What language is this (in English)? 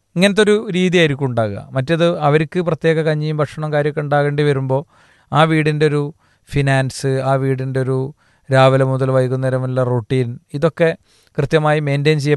Malayalam